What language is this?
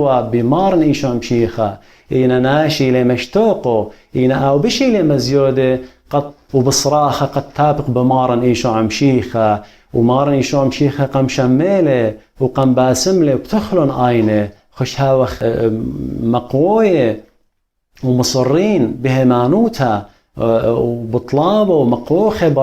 Assyrian Neo-Aramaic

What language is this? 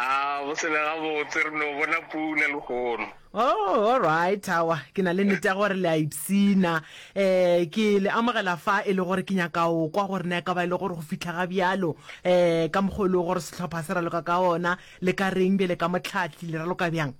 Northern Sotho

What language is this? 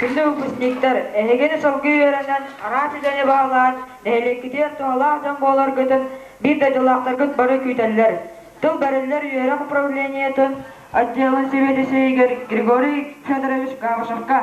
Yakut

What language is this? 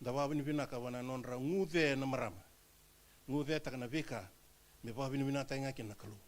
Fijian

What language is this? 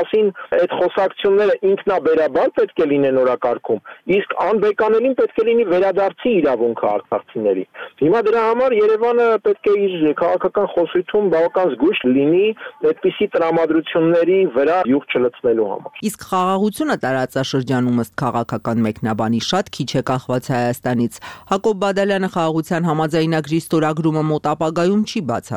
Armenian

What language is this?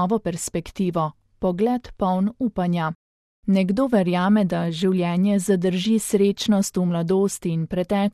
Slovenian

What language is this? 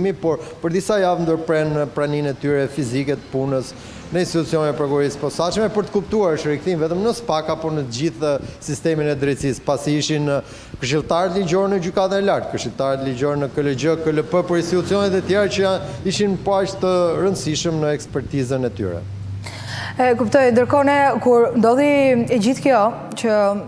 Albanian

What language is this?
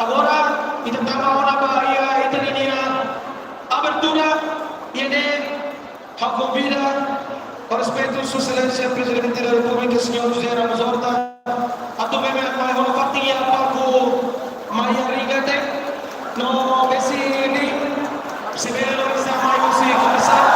Tetum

